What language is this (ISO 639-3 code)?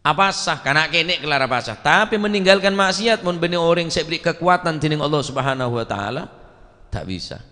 mad